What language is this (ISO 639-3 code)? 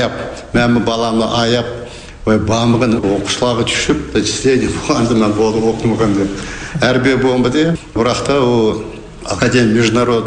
kaz